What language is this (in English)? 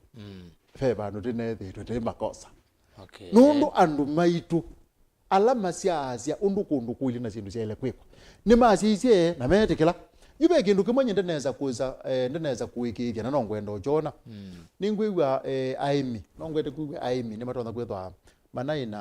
Kamba